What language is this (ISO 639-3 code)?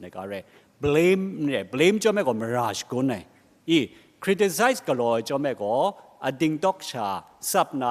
kac